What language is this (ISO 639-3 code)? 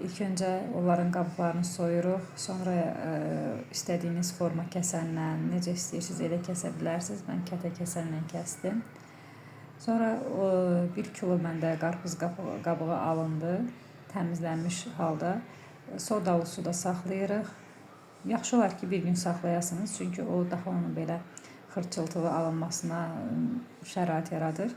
aze